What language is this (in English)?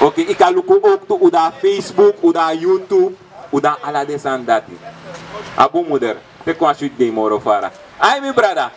Sranan Tongo